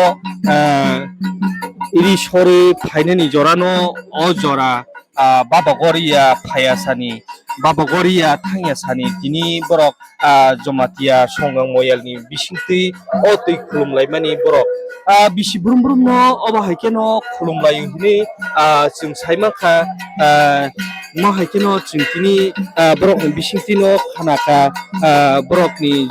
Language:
Kok Borok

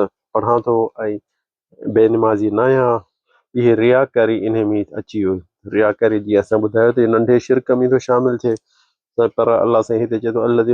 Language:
Sindhi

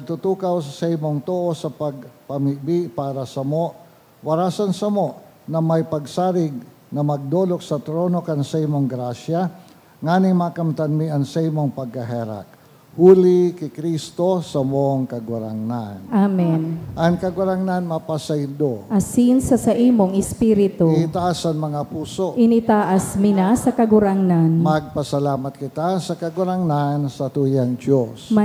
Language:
Bikol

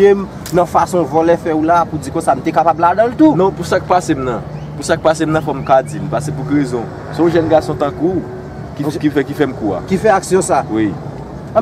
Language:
Haitian Creole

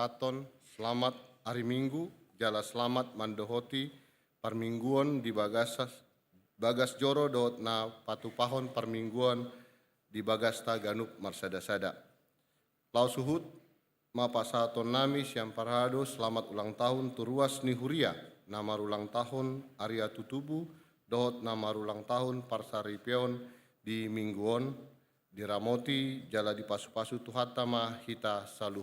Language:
Batak Toba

